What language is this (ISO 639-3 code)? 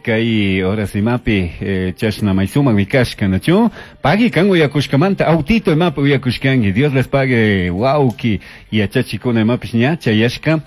qug